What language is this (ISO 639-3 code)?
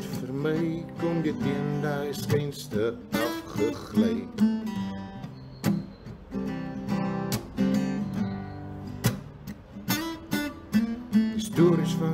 afr